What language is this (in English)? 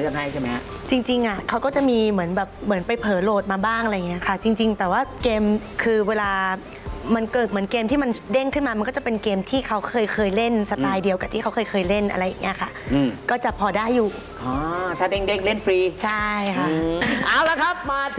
Thai